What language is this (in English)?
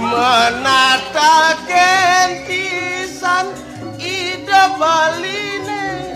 Balinese